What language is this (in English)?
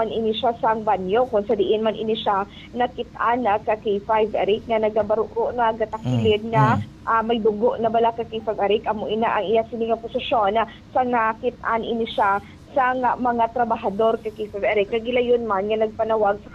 Hiligaynon